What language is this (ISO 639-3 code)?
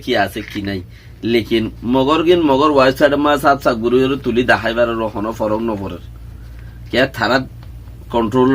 rhg